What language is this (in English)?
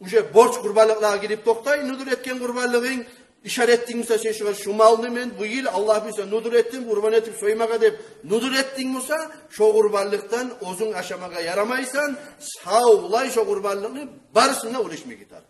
Kumyk